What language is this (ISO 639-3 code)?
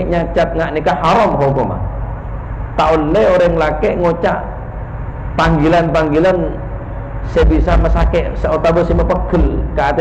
mad